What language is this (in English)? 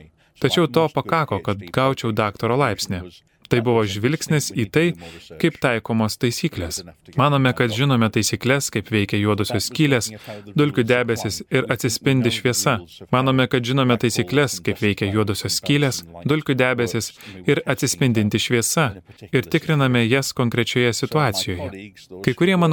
Lithuanian